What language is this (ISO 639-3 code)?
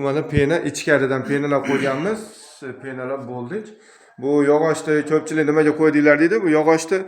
uzb